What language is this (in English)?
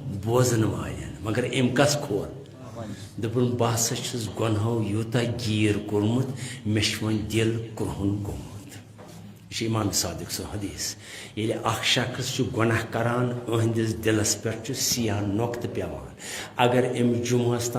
Kashmiri